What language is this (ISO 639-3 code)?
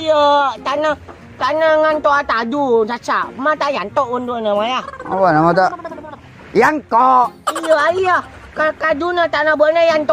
mad